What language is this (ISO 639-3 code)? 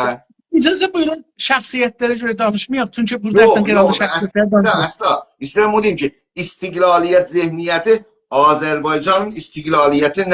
azb